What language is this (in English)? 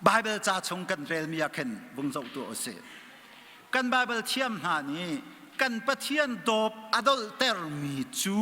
Hakha Chin